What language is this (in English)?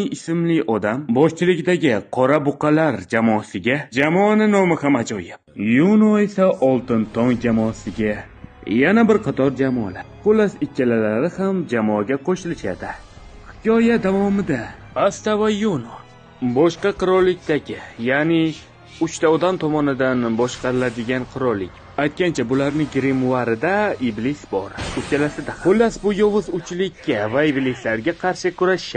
Uzbek